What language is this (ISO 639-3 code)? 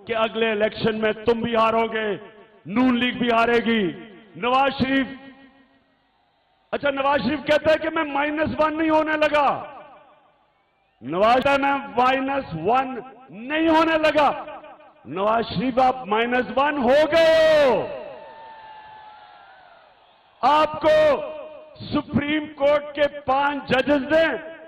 urd